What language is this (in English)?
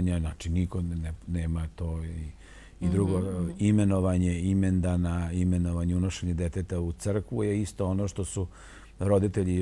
Serbian